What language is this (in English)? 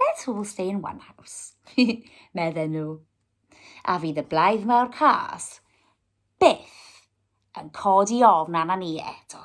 Welsh